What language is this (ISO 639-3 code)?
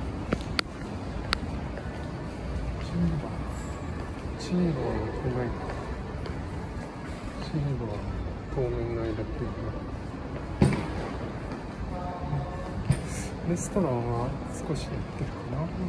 jpn